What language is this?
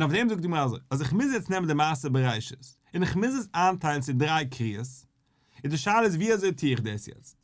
Yiddish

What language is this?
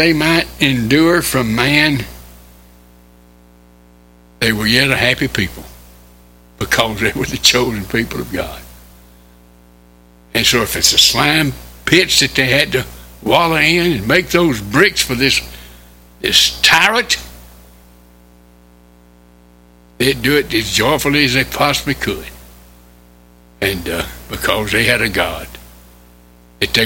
English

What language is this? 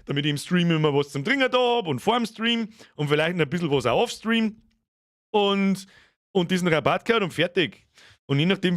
Bavarian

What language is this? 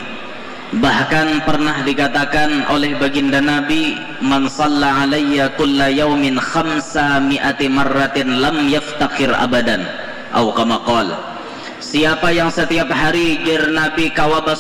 Banjar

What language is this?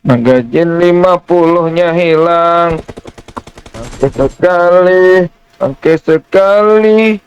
Banjar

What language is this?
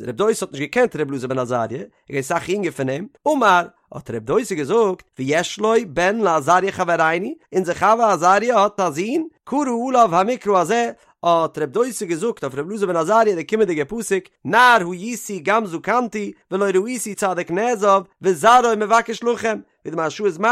Yiddish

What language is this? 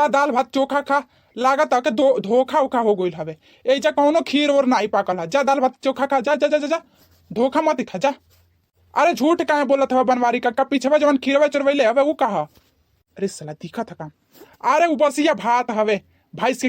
Bhojpuri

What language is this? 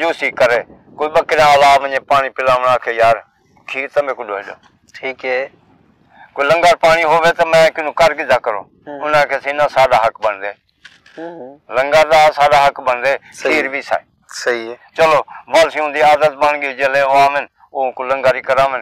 Saraiki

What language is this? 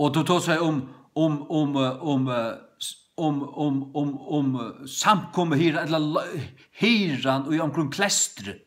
Faroese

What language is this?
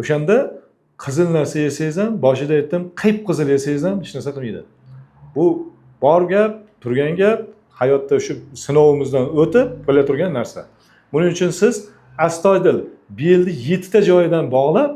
Uzbek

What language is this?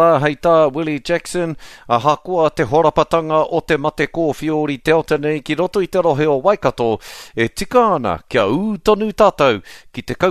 Māori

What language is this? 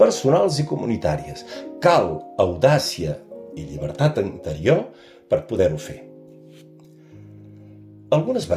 Catalan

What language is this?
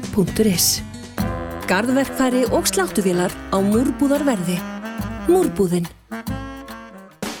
Icelandic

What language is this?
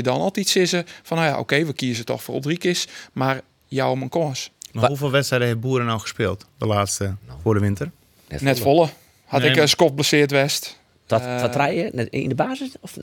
Western Frisian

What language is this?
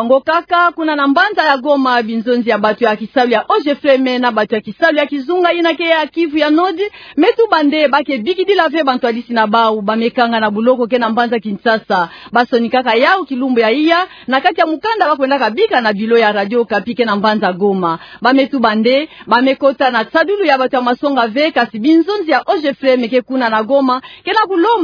Kituba (Democratic Republic of Congo)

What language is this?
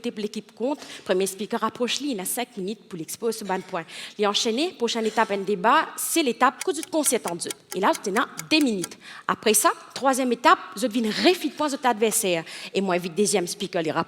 Morisyen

